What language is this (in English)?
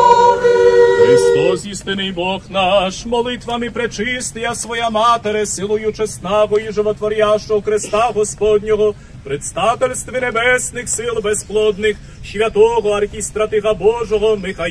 Rusyn